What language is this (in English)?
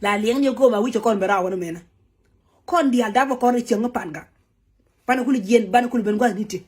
Nuer